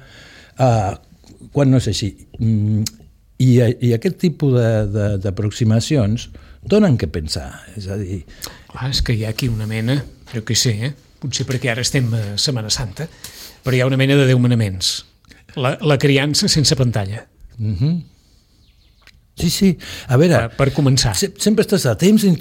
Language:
Catalan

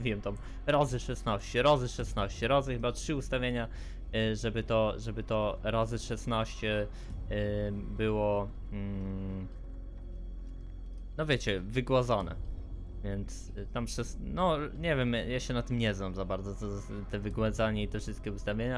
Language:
Polish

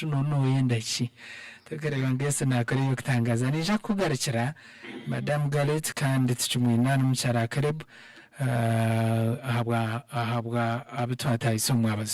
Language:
Nyankole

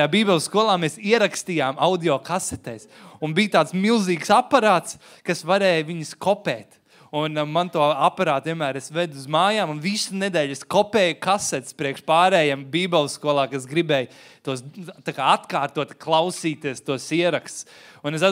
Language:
Latvian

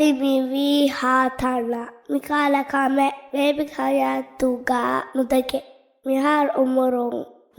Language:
Divehi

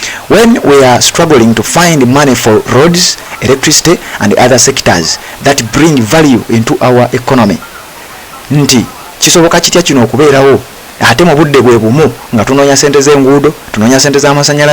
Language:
Ganda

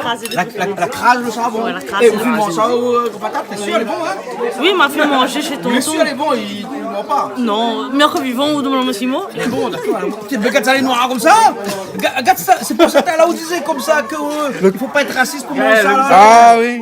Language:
Réunion Creole French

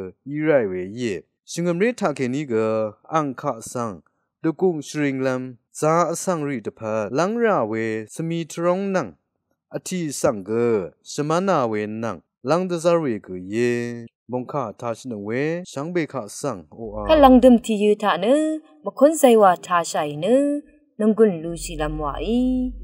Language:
Rawang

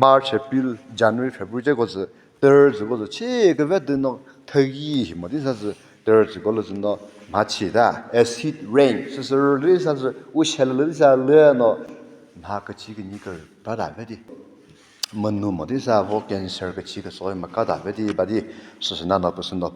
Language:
Chokri Naga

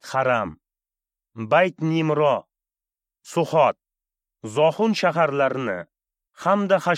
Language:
Uzbek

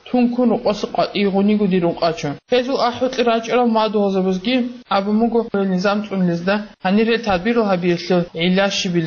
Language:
Avaric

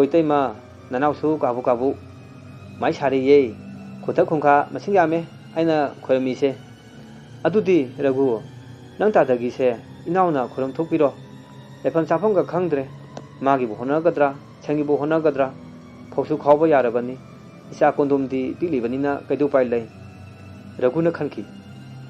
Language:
Manipuri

